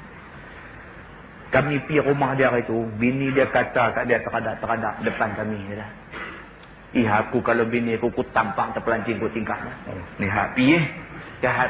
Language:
Malay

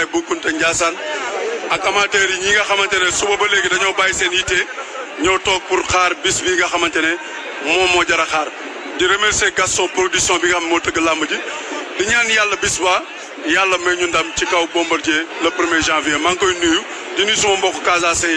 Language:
Wolof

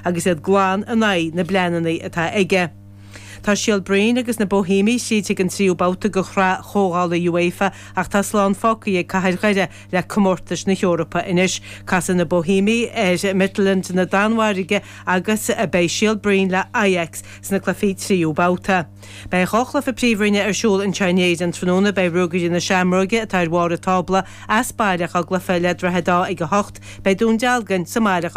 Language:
Irish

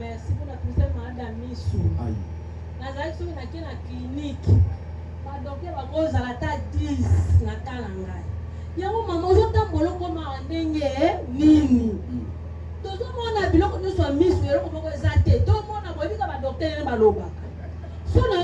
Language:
Lingala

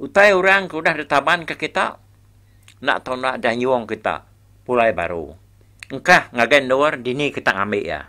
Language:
Iban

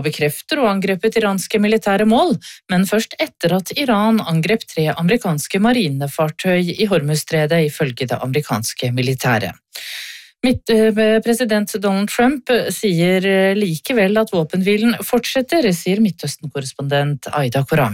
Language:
Norwegian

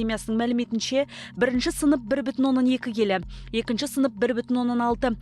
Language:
Kazakh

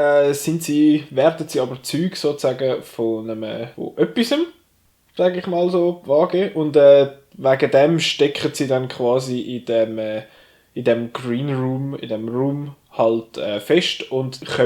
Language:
Swiss German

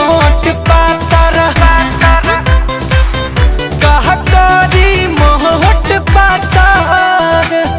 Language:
Bhojpuri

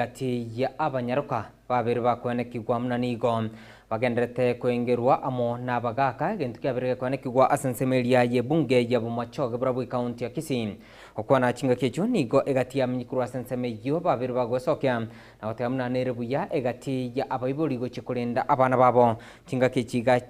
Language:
Gusii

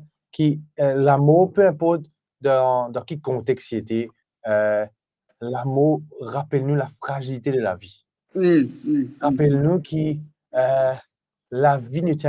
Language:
Morisyen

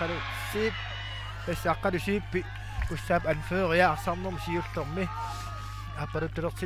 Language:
Kalaallisut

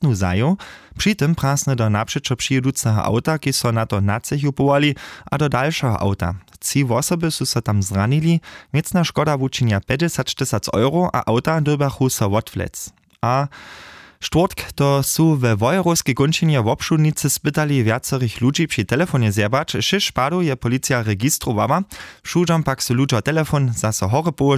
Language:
Upper Sorbian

